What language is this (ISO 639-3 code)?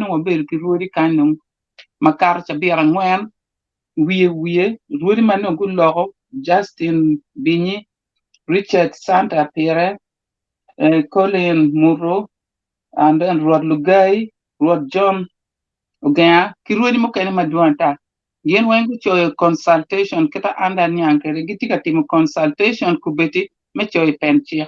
ach